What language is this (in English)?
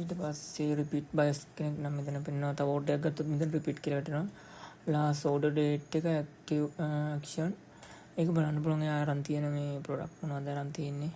Sinhala